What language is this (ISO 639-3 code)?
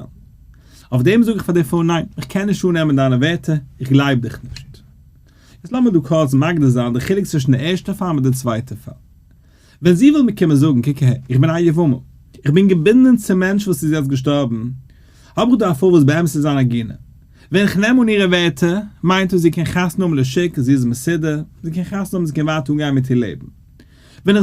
yid